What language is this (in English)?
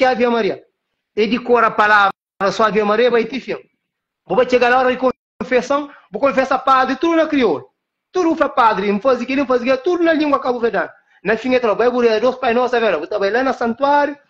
Kabuverdianu